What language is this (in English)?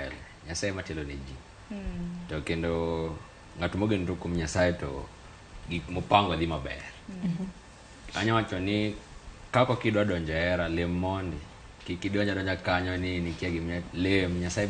Luo (Kenya and Tanzania)